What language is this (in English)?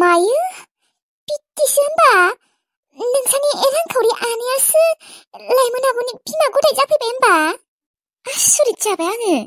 Bodo